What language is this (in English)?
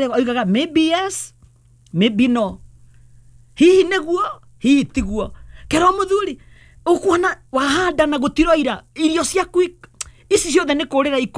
Kikuyu